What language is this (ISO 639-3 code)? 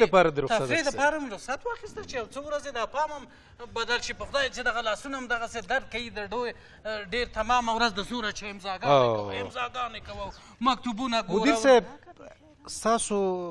pus